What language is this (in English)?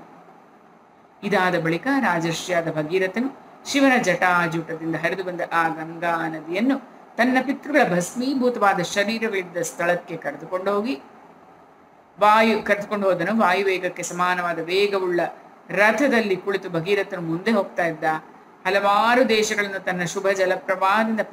Kannada